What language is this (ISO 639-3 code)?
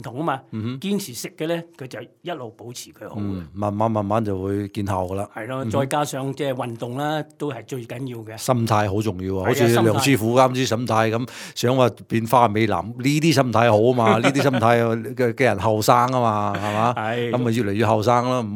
yue